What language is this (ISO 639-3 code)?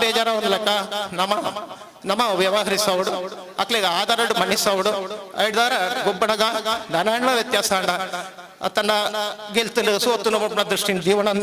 tcy